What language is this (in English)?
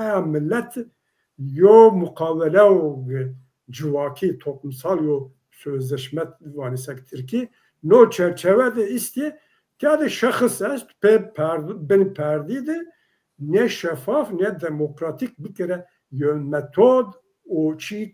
Zaza